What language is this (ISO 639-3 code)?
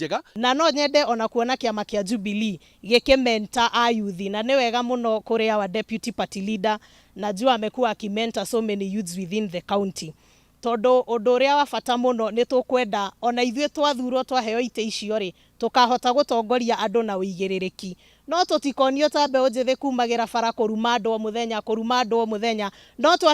kik